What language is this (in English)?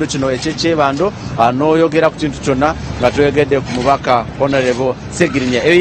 Ganda